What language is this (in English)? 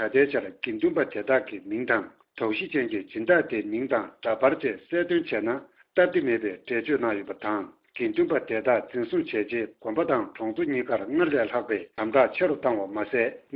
Tibetan